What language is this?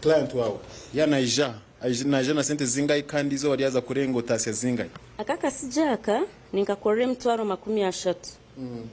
Nyankole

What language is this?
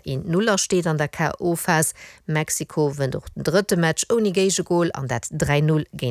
Luxembourgish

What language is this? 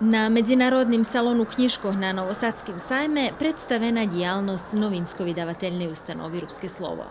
Rusyn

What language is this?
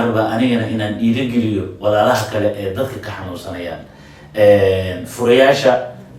Somali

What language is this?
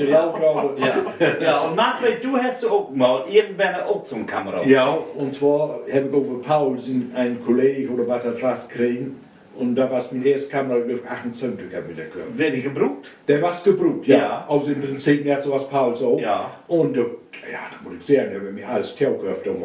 Low German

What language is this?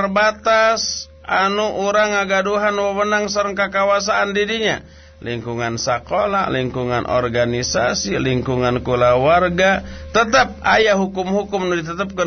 Sundanese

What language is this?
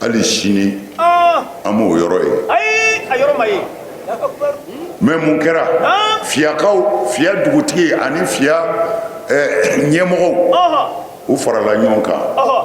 Bambara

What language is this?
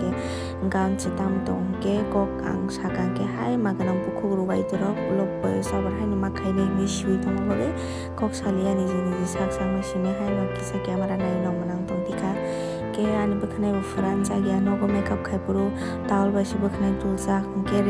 Kok Borok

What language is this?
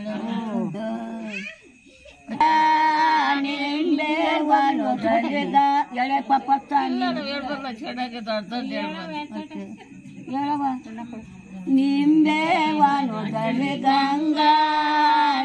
Kannada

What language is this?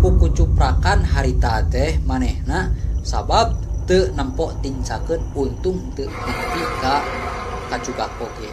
Sundanese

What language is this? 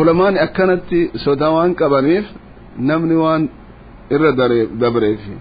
Oromo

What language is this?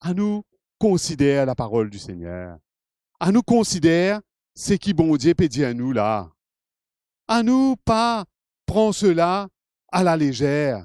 Morisyen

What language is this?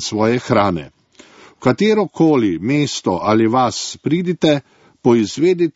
Slovenian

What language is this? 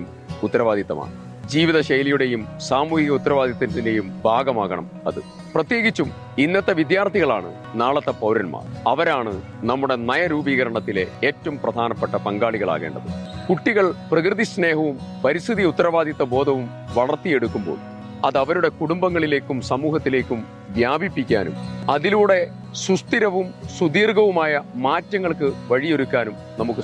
Malayalam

